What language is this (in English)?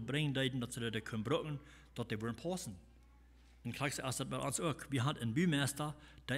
Plautdietsch